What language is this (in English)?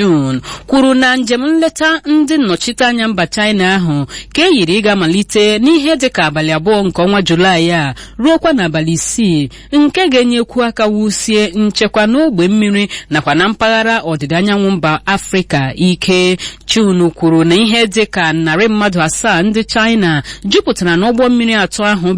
Igbo